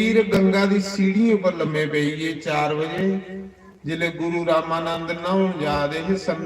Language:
Dogri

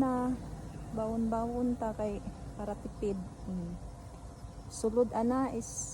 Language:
Cebuano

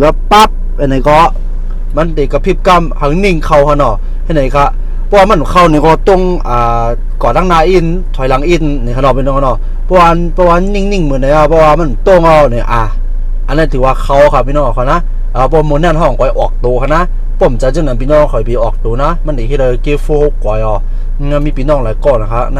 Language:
Shan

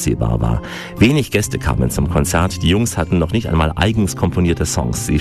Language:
German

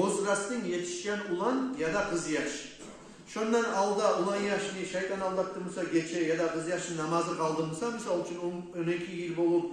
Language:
Kumyk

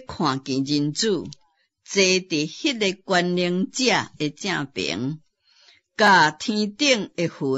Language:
Min Nan Chinese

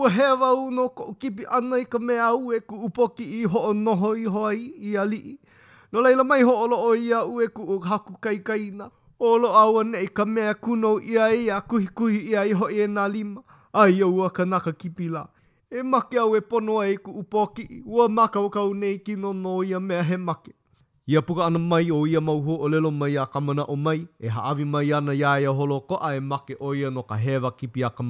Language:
Hawaiian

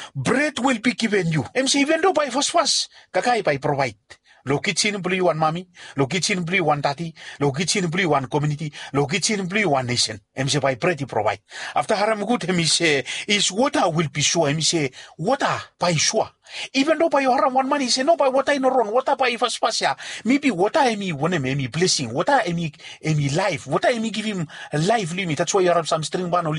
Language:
Bislama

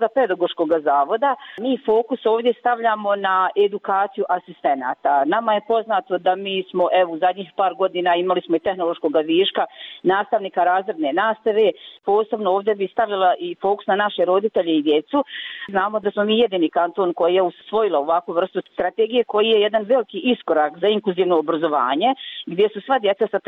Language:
Bosnian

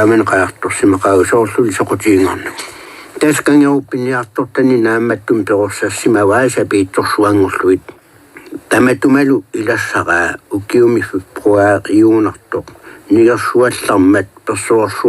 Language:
Kalaallisut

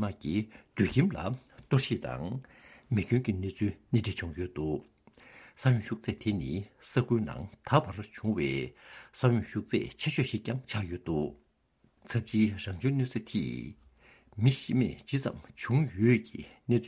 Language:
Tibetan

